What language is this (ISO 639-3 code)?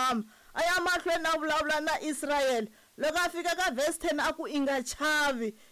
tso